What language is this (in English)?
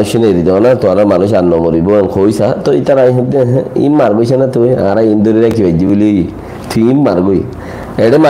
Rohingya